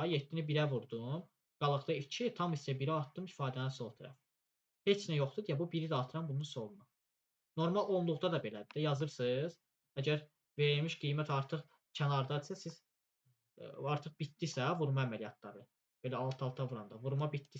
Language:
Azerbaijani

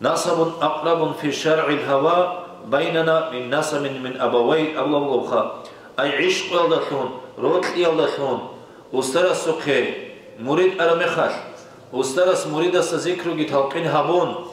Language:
Avaric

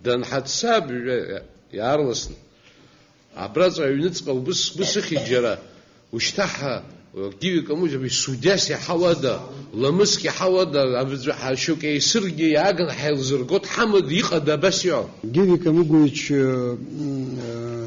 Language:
Abkhazian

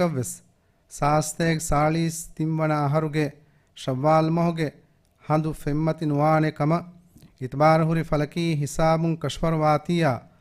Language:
Divehi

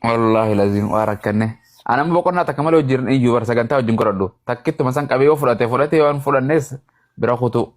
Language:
Oromo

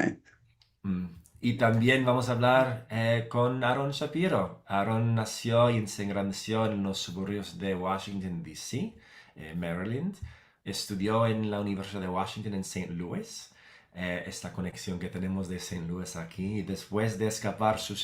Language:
Ladino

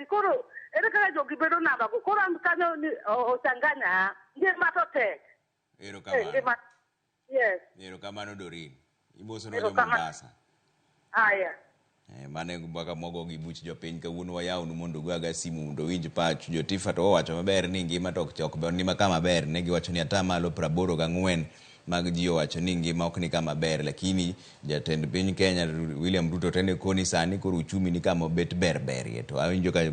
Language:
Luo (Kenya and Tanzania)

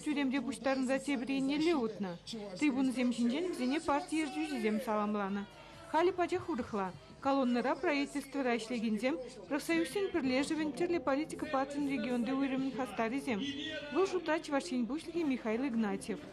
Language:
Chuvash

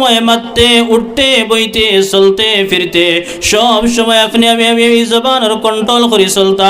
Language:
Sylheti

